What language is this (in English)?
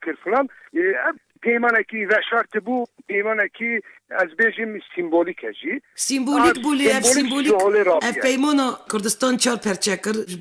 Kurdish